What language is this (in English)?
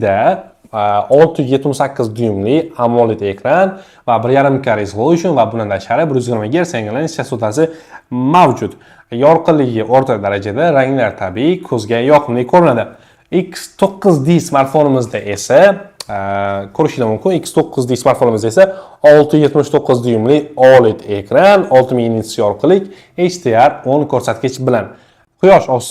Uzbek